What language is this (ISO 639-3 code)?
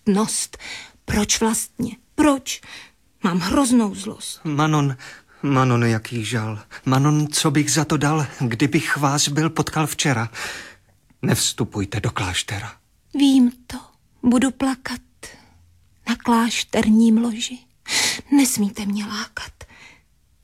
ces